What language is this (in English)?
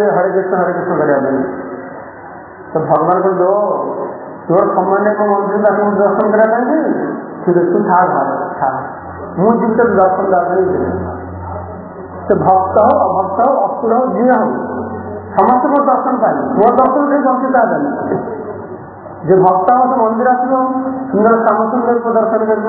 Odia